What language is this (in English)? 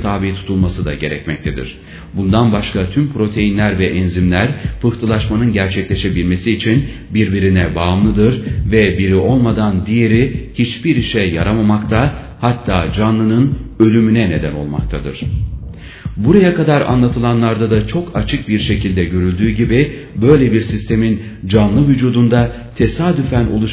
Turkish